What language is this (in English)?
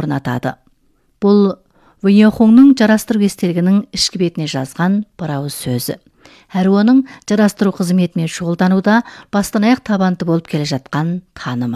Kazakh